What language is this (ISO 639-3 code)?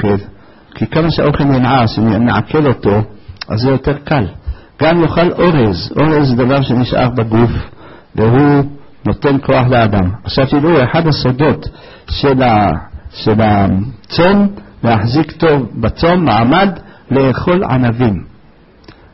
heb